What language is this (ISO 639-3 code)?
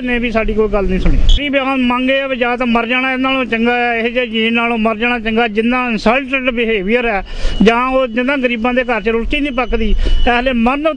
pan